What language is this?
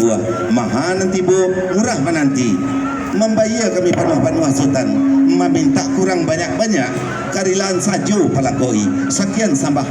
Minangkabau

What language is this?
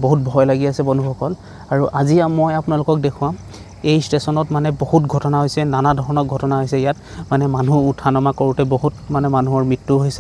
Assamese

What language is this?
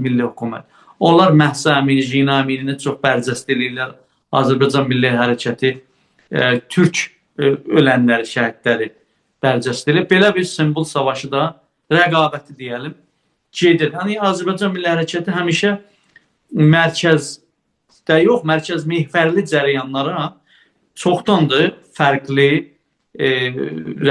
South Azerbaijani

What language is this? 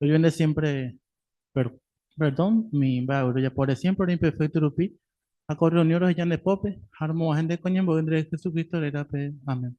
Guarani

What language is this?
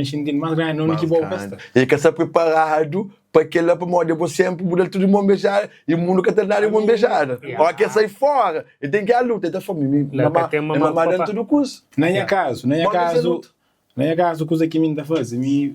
Kabuverdianu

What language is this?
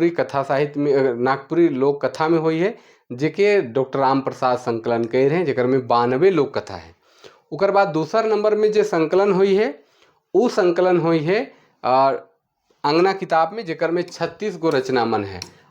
Sadri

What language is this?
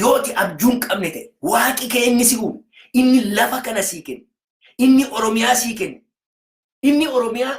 Oromo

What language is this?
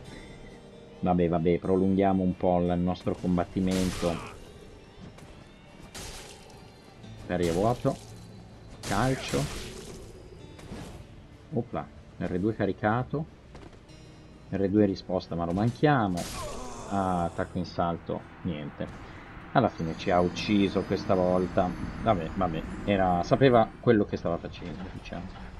Italian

